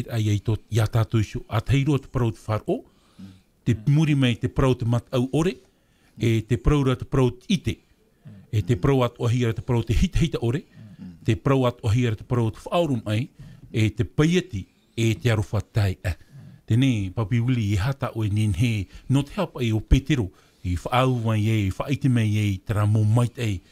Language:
Tahitian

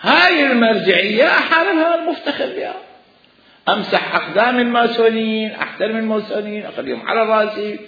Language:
Mesopotamian Arabic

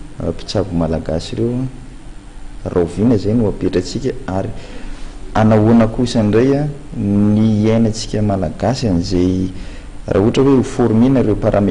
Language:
Malagasy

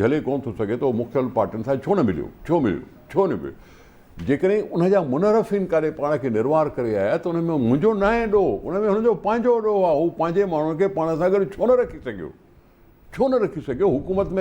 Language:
Sindhi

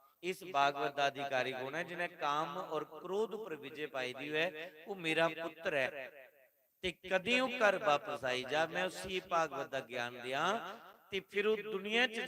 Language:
Dogri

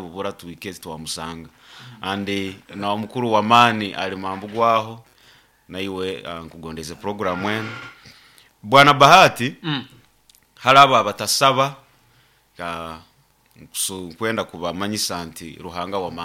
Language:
Nyoro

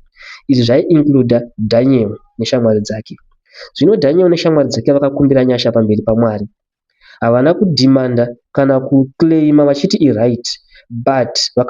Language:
Shona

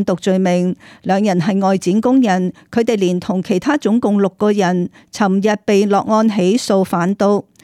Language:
Cantonese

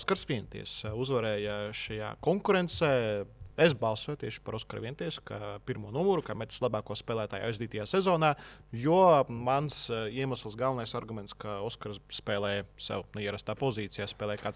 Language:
Latvian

